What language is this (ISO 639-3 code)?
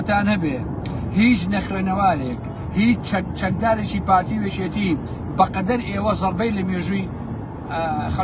ckb